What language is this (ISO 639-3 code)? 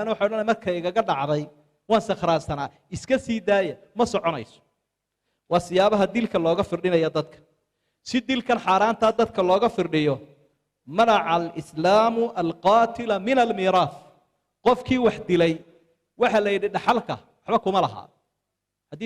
som